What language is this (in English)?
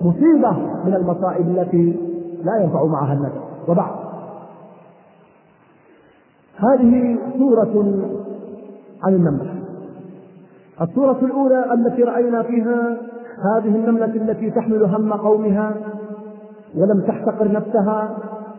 Arabic